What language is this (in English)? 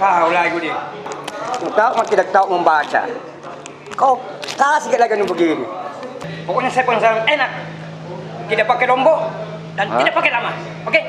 Makassar Malay